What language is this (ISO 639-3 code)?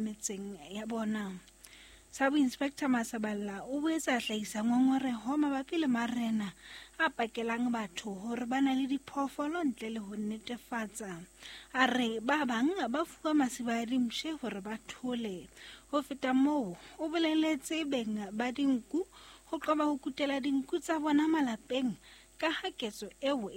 sot